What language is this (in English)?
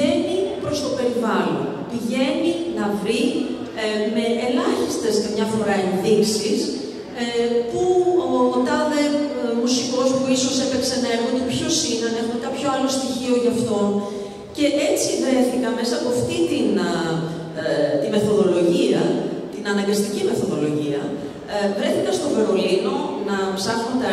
Greek